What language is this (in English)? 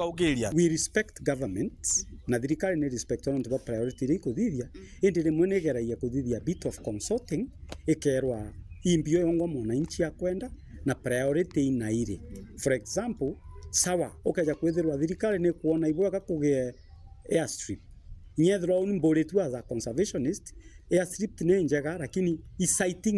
Meru